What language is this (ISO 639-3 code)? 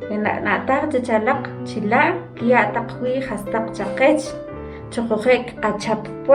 quc